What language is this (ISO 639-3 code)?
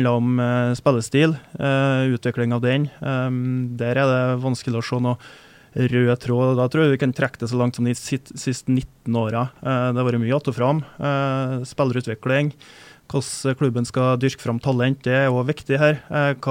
nor